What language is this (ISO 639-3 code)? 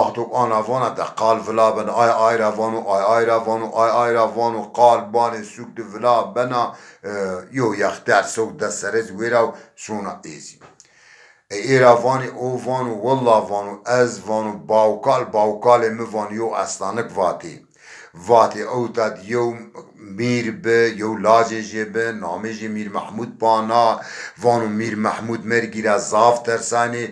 zza